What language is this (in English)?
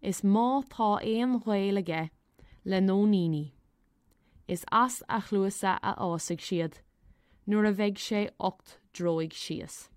Irish